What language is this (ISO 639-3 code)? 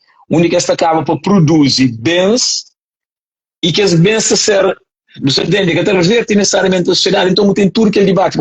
kea